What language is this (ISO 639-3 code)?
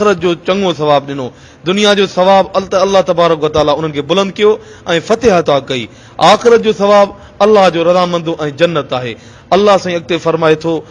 snd